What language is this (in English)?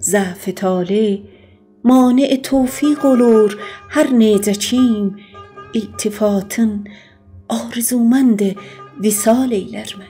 South Azerbaijani